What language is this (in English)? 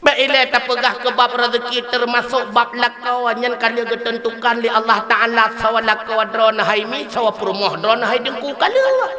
Achinese